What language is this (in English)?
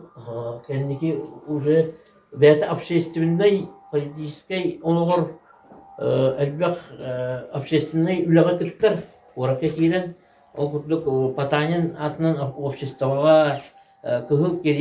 Yakut